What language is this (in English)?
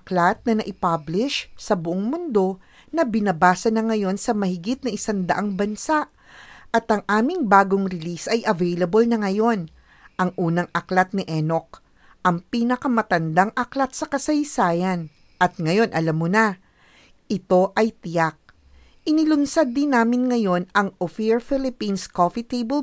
Filipino